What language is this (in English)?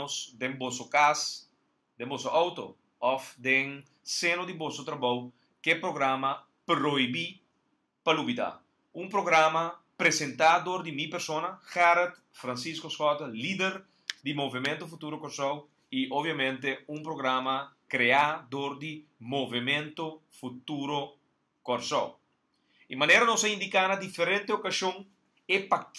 Papiamento